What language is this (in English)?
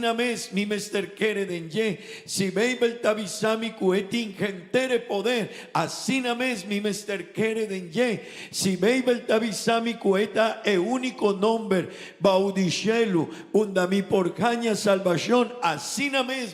Papiamento